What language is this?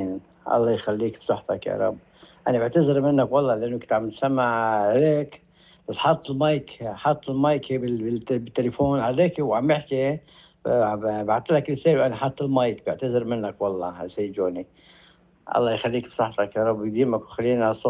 North Levantine Arabic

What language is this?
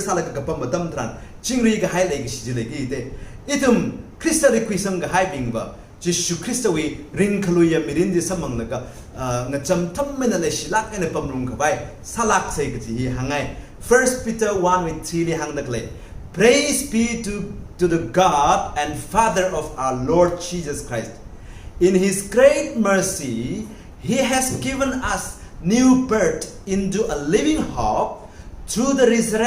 Tangkhul Naga (India)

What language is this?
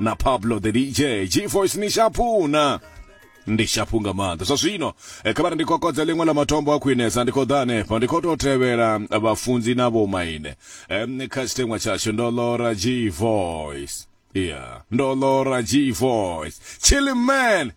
Venda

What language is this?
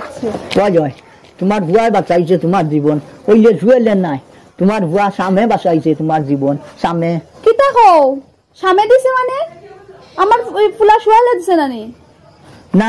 Sylheti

